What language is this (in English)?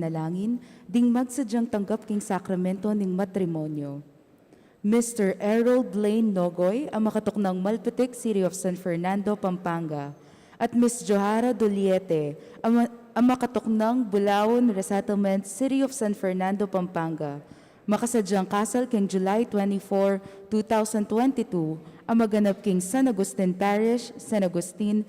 Pampanga